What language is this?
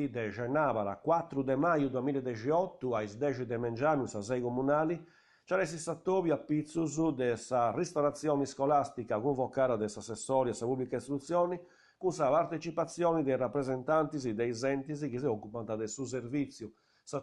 Sardinian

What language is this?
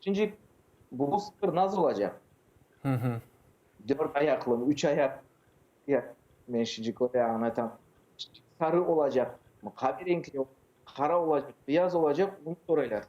Crimean Tatar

